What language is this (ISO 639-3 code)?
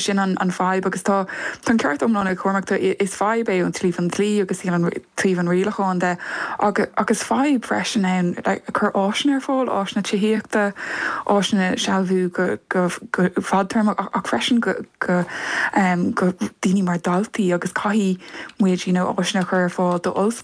gle